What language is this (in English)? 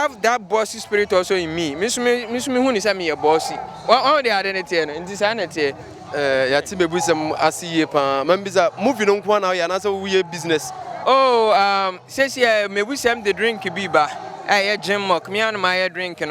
Akan